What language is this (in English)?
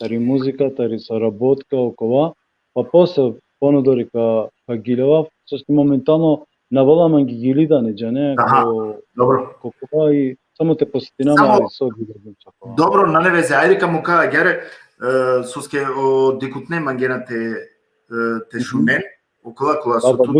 Balkan Romani